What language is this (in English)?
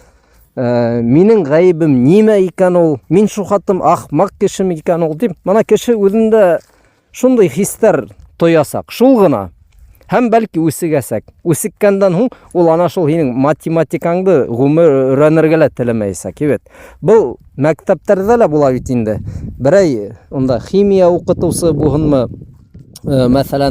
Bashkir